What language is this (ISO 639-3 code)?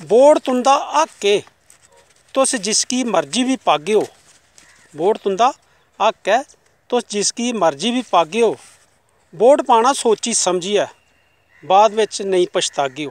doi